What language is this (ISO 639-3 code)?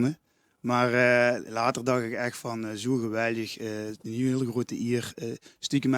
lim